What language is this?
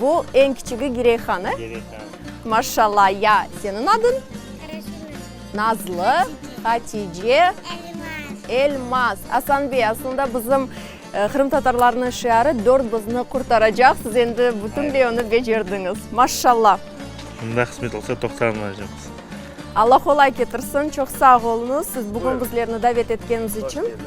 Crimean Tatar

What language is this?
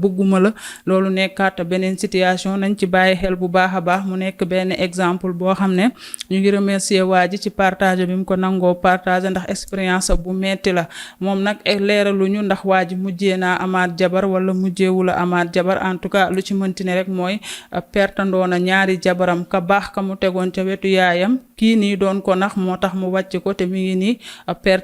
Wolof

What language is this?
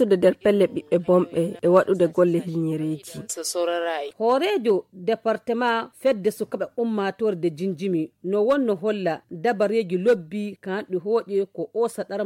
Nigerian Fulfulde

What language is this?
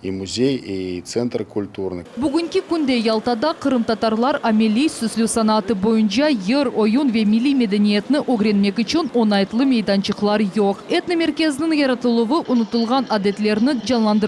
Crimean Tatar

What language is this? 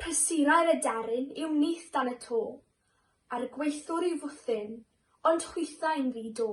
Welsh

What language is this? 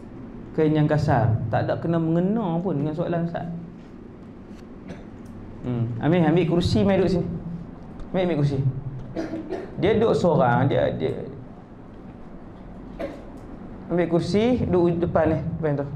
Malay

